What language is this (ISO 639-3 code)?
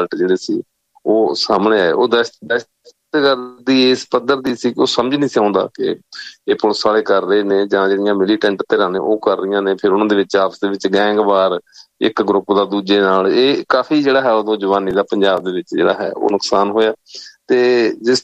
pan